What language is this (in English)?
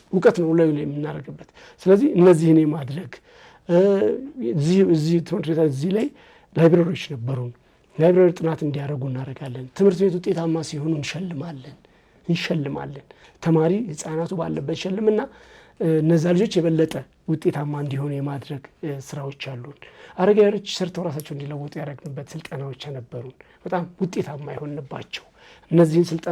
Amharic